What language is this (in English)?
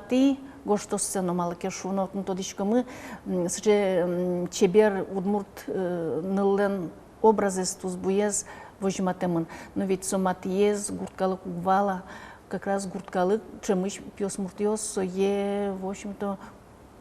Udmurt